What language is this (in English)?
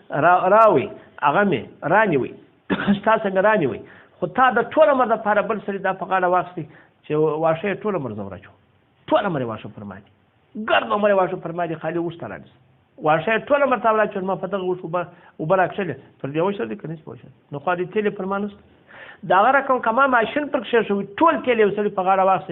Pashto